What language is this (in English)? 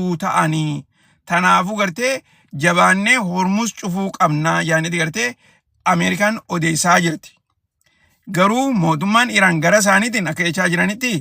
Oromo